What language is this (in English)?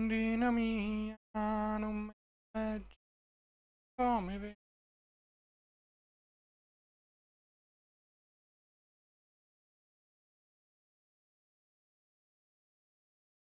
Italian